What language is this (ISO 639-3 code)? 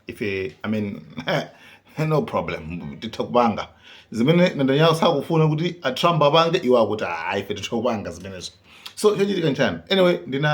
nya